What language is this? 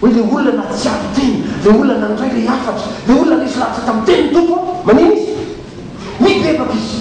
Malagasy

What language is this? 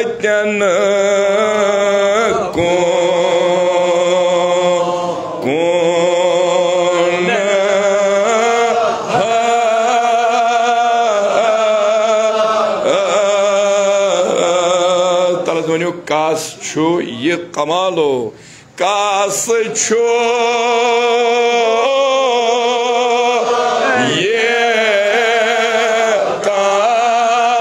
Kashmiri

